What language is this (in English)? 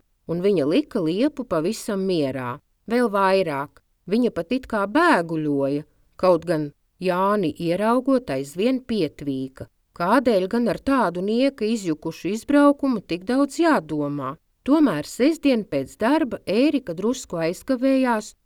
Latvian